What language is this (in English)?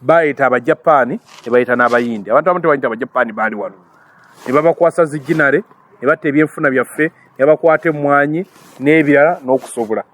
Ganda